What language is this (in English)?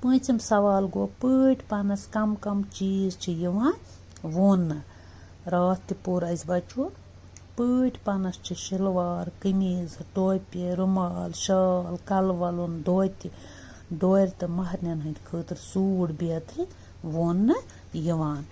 Kashmiri